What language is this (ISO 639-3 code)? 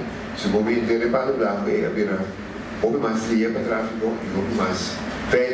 pap